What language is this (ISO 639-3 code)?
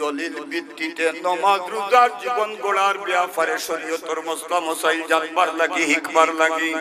syl